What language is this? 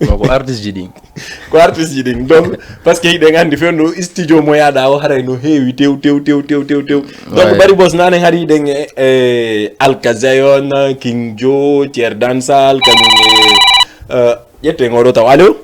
Fula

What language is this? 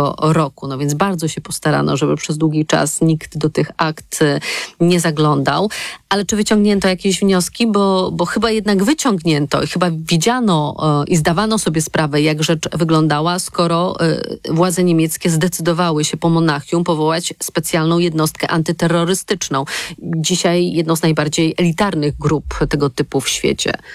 Polish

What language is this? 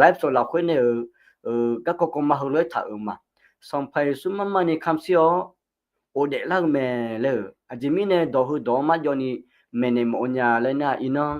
Akha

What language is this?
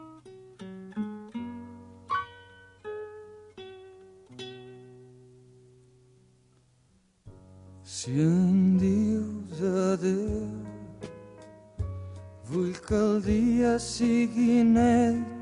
Catalan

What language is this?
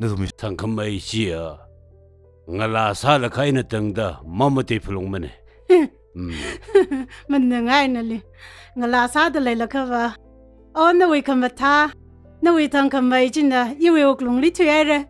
Tangkhul Naga (India)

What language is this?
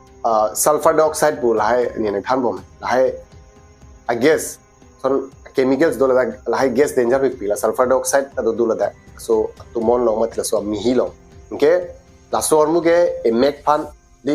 Karbi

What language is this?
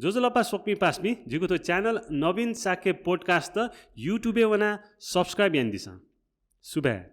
Newari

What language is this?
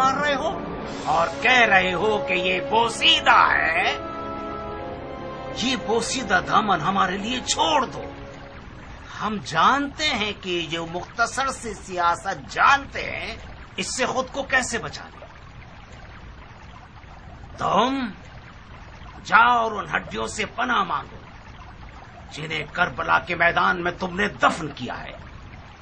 Urdu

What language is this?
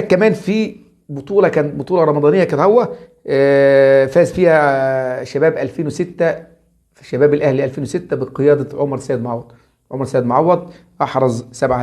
Egyptian Arabic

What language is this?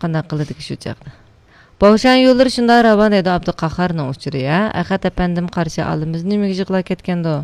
Uyghur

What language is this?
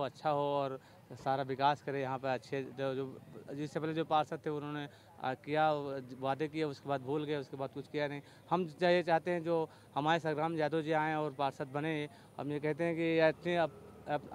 Hindi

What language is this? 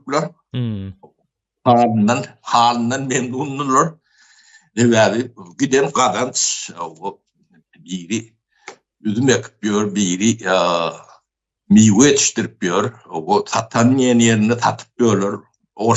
Turkmen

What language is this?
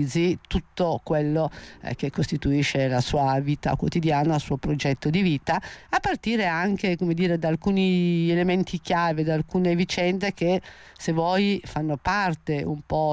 Italian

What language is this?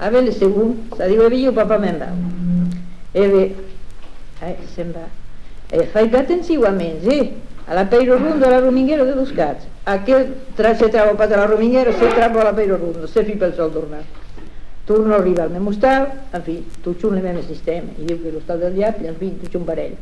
Occitan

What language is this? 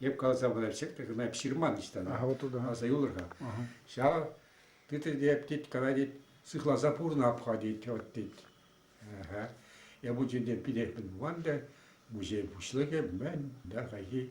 Chuvash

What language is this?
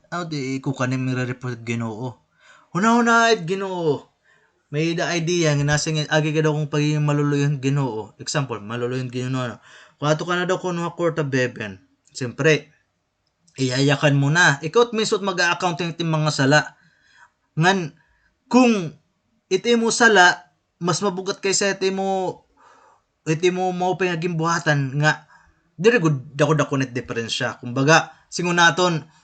Waray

